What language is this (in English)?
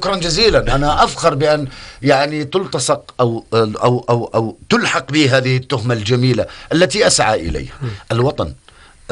North Levantine Arabic